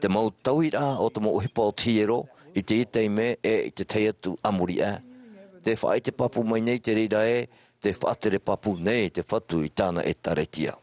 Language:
Tahitian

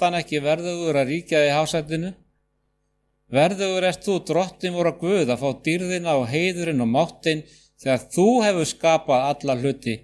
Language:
Icelandic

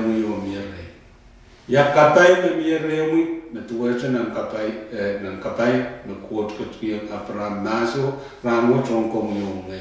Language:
Pohnpeian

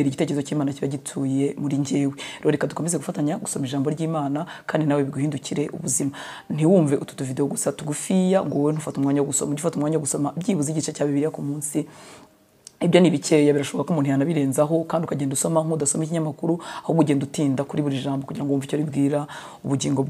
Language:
Kinyarwanda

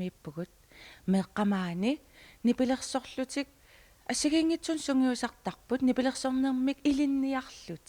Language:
Kalaallisut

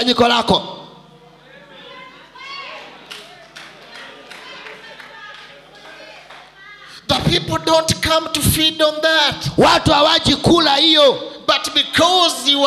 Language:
Swahili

